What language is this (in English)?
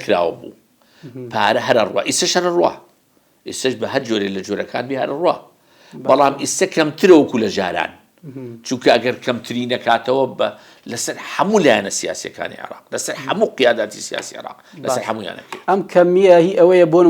Central Kurdish